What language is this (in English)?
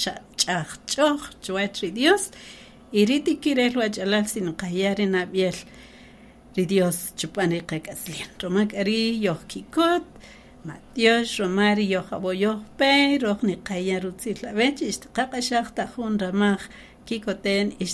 Kaqchikel